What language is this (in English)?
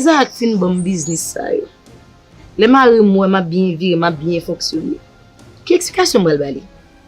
Haitian Creole